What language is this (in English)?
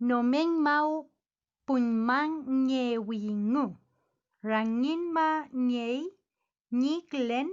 Mapuche